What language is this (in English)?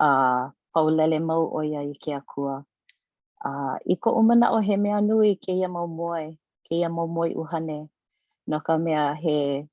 Hawaiian